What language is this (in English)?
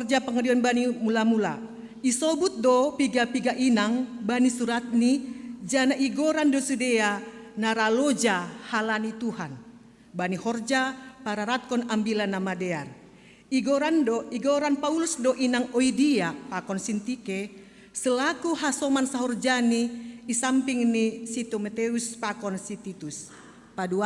Batak Simalungun